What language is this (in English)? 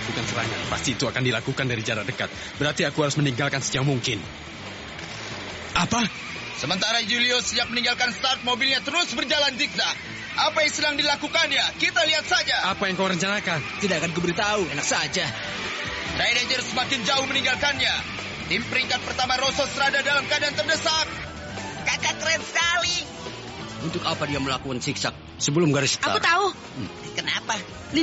Indonesian